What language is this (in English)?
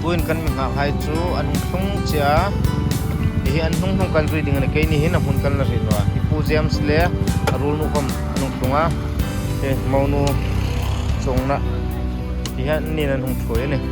Hmar